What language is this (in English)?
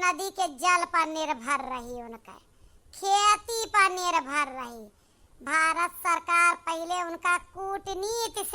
Awadhi